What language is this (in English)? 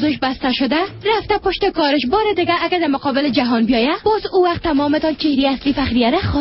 Persian